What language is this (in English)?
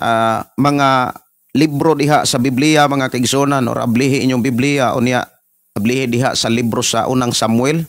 Cebuano